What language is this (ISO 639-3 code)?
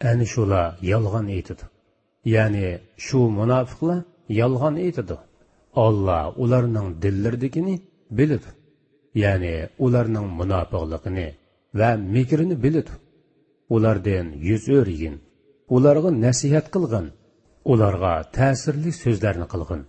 uig